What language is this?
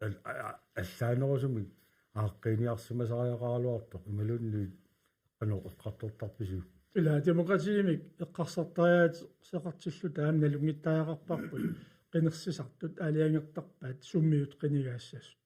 Kalaallisut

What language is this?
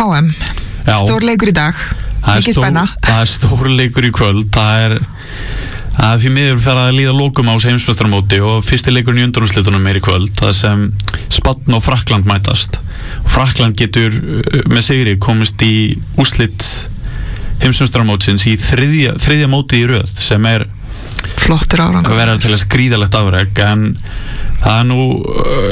Icelandic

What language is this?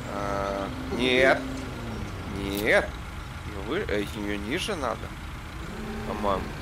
Russian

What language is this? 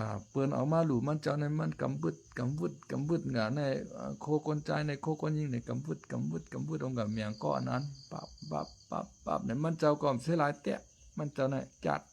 Shan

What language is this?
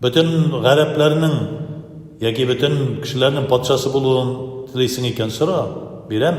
Tatar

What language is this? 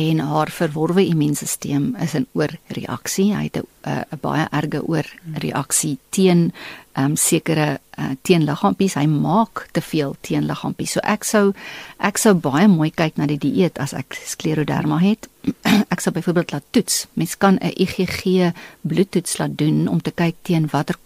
Afrikaans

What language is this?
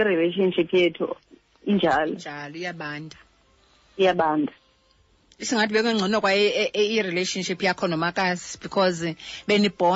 Xhosa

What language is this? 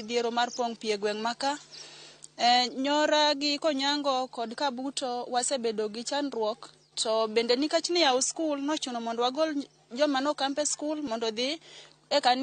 Luo (Kenya and Tanzania)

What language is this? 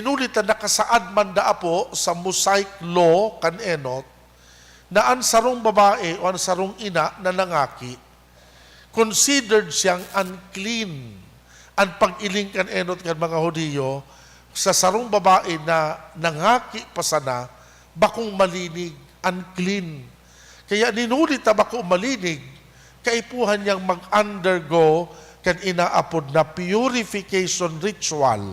Bikol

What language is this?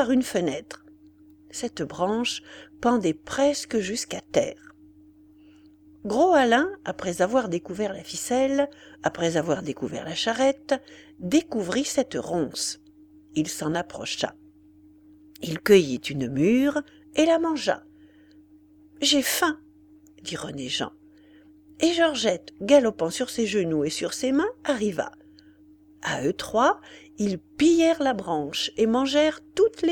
French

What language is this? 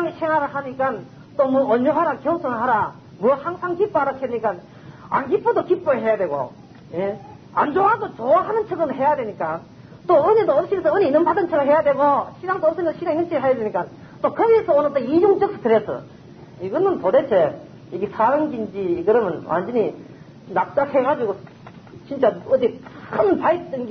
Korean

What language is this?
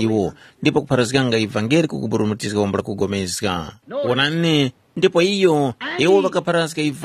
Tumbuka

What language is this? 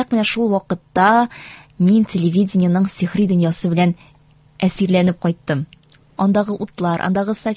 Tatar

